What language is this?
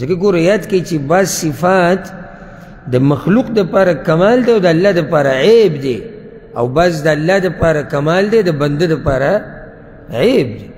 Pashto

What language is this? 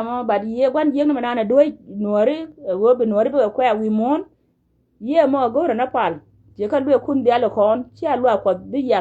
Nuer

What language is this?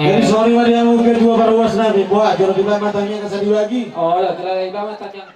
Batak Toba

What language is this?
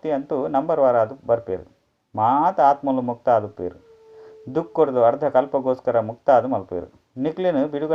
Tulu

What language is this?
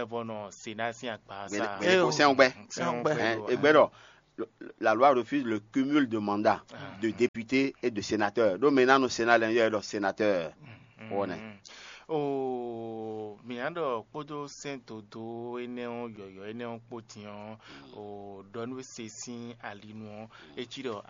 Fon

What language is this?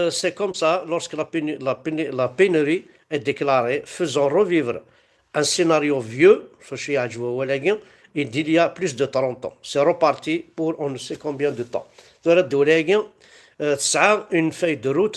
Kabyle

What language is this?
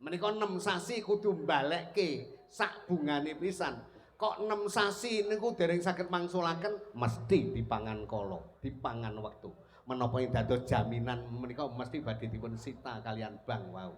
Javanese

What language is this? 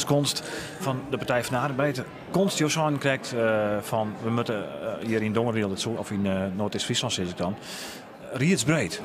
Western Frisian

